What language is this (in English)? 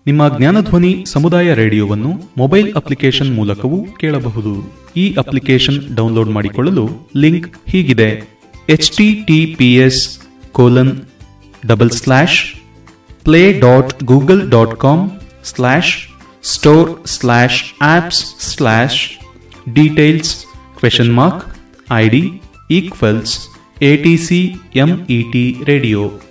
Kannada